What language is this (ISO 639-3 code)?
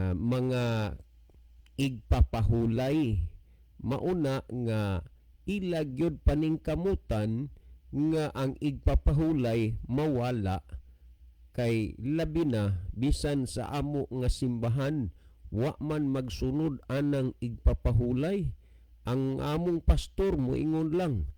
ceb